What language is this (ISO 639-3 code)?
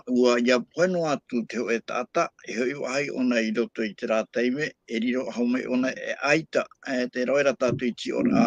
tah